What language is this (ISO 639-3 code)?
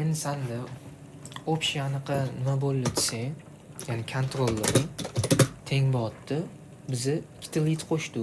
uzb